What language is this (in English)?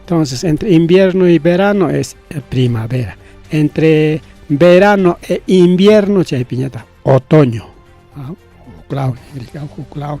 Ayacucho Quechua